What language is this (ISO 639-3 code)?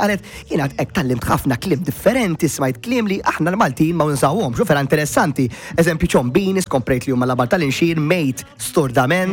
mlt